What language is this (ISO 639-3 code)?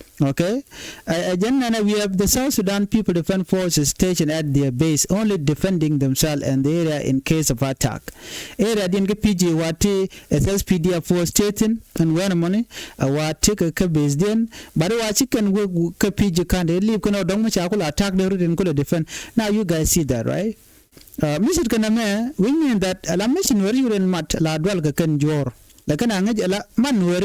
nus